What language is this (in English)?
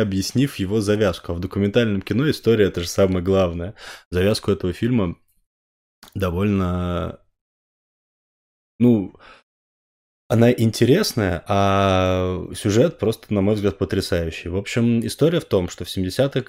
Russian